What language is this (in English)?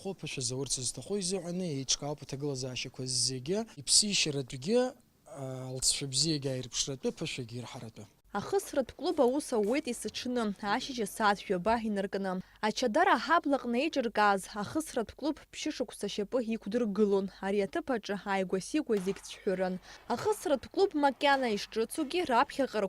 Abkhazian